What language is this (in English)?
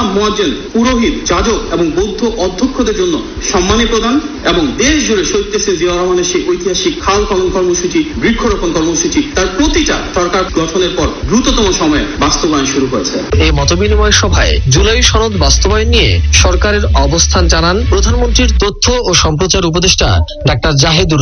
Bangla